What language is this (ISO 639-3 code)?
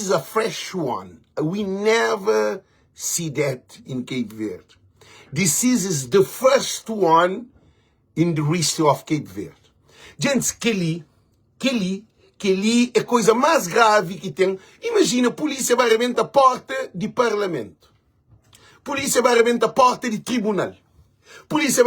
kea